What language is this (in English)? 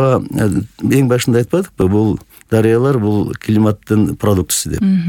Kyrgyz